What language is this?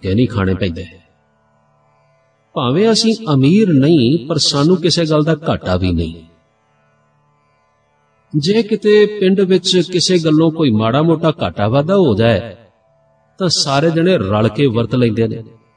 Punjabi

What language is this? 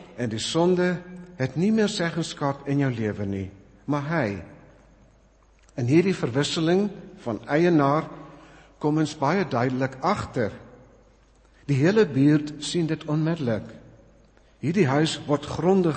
Afrikaans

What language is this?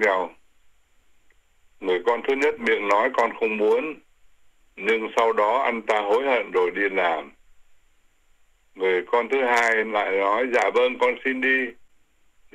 Vietnamese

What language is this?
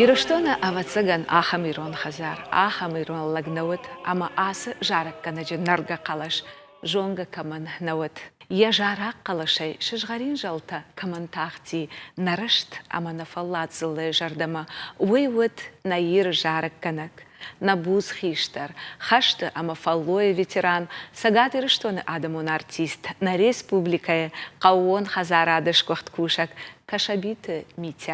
Ossetic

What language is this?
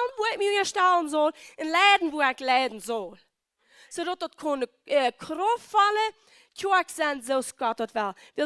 Plautdietsch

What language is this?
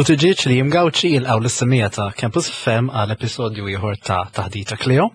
Maltese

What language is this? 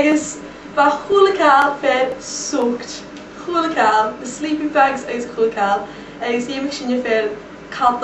Scottish Gaelic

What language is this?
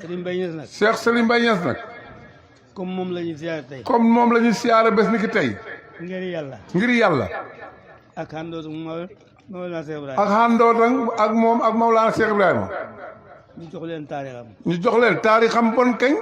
Wolof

